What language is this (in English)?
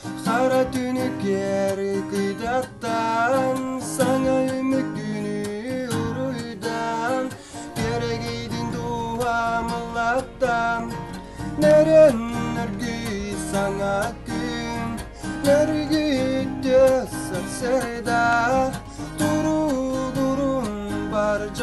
Yakut